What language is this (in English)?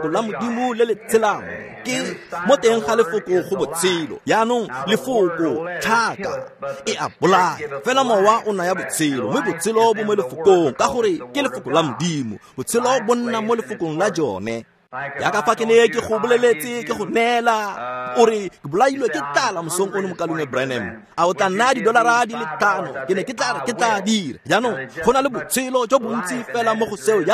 Tswana